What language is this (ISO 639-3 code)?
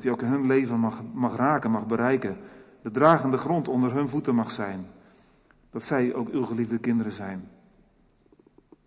nld